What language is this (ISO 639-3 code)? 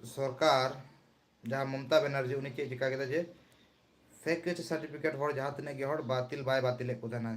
sat